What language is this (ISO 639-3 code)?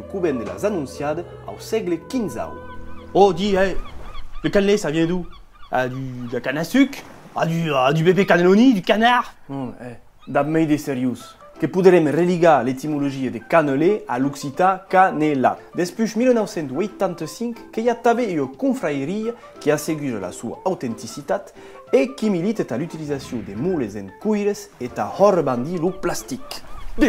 oci